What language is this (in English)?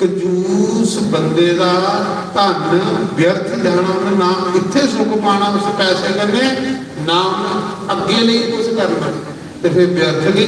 Dogri